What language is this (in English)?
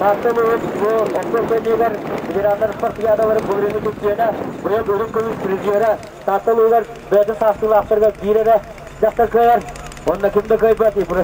Yakut